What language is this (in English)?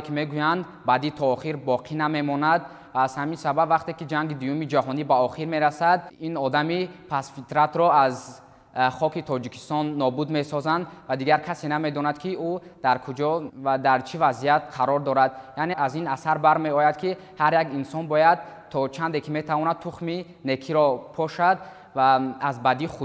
Tajik